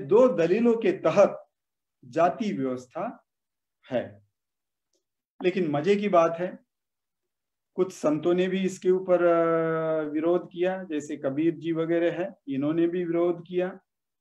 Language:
Hindi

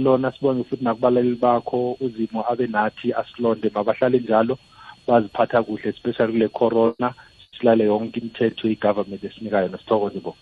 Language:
South Ndebele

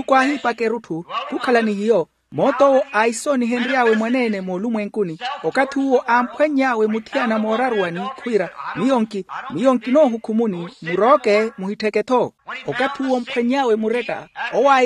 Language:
Makhuwa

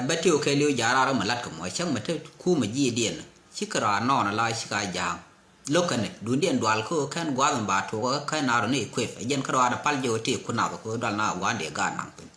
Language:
Nuer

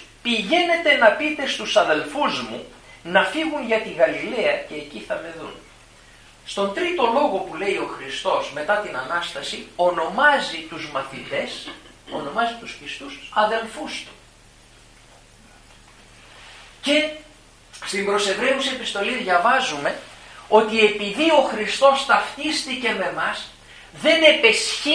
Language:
Greek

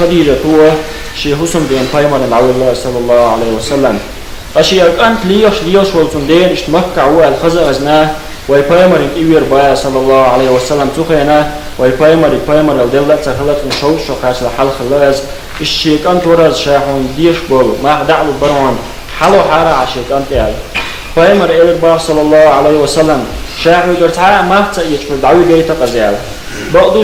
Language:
Chechen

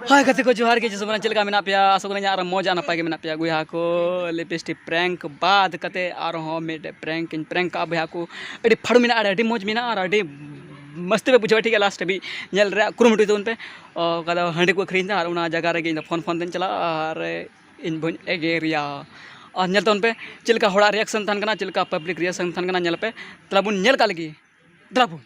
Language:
Santali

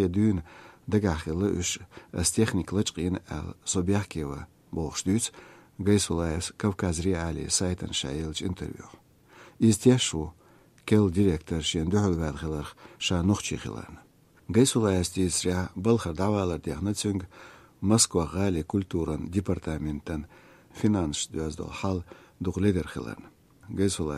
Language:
Chechen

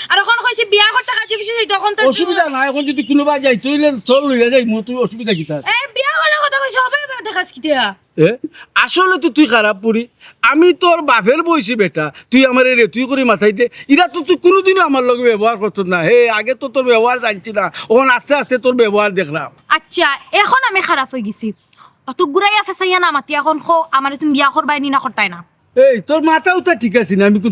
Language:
Sylheti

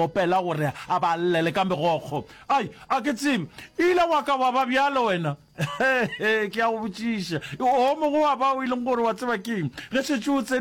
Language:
Northern Sotho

